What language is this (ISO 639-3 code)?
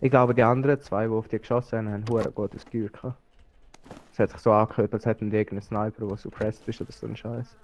gsw